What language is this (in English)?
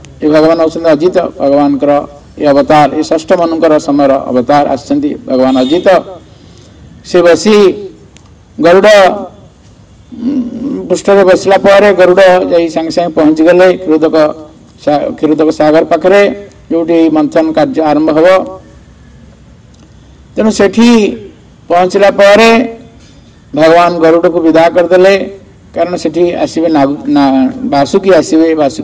Odia